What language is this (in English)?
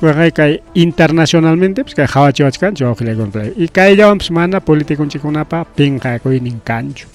Ayacucho Quechua